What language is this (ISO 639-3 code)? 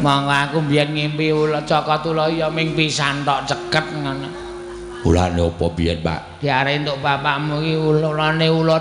jav